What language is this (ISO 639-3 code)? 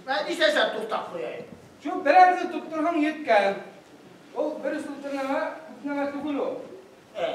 bak